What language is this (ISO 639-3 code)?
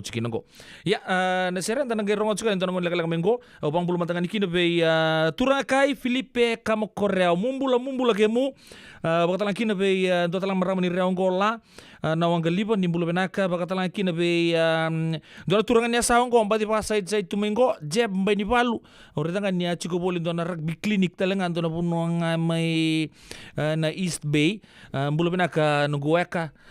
fij